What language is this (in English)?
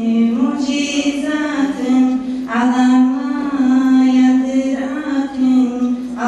Kumyk